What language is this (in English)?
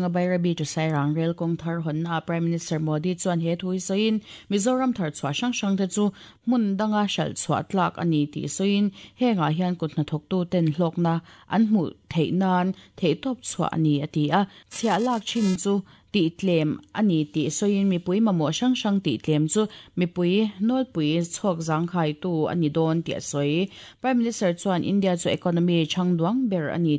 Mizo